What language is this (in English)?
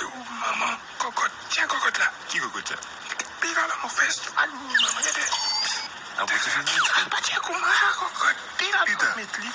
Morisyen